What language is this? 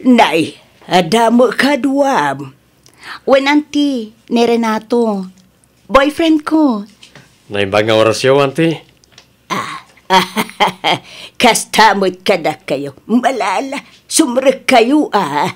Iloko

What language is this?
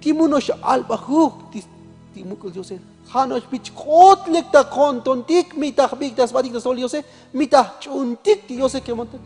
Tzotzil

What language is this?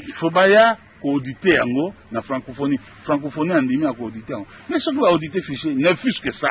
Lingala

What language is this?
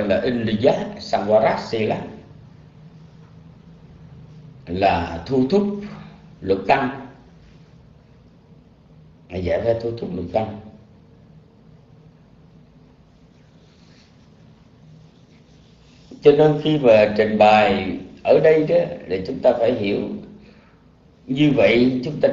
Vietnamese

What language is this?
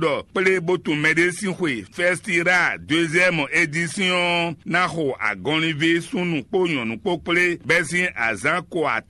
Fon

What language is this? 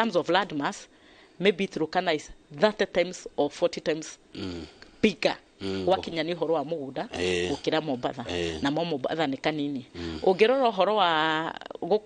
Kikuyu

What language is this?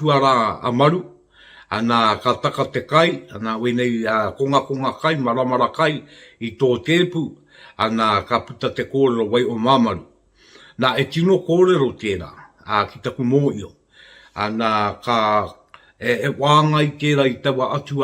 Māori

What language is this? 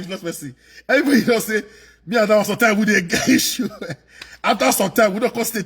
Nigerian Pidgin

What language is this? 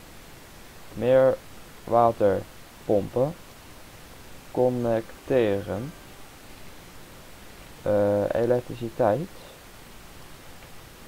Dutch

